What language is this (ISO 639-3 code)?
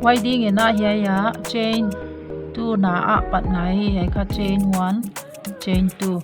pck